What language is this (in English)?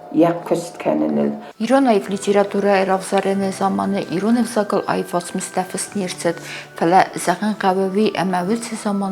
Ossetic